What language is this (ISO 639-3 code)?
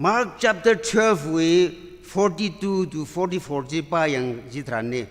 nmf